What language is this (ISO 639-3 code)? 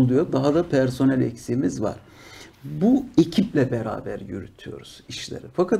tur